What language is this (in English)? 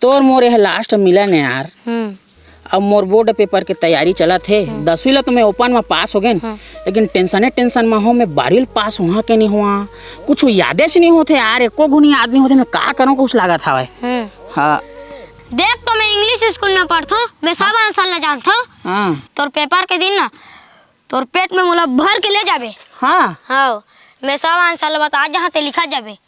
Chhattisgarhi